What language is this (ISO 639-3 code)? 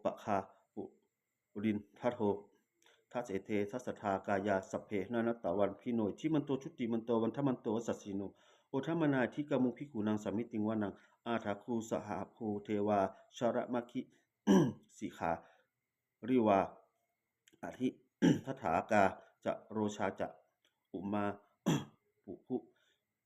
pli